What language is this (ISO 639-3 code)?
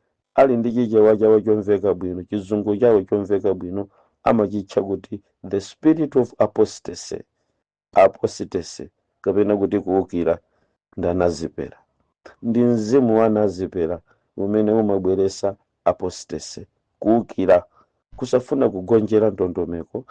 nya